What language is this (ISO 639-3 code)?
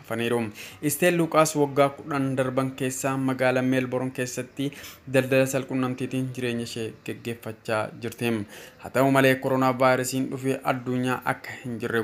orm